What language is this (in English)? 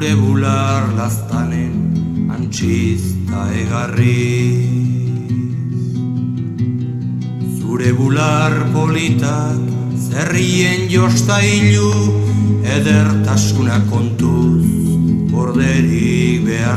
Basque